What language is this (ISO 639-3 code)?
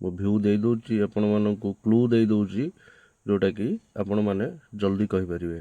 ori